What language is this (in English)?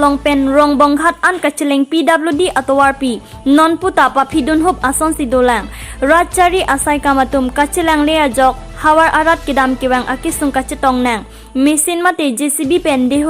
Karbi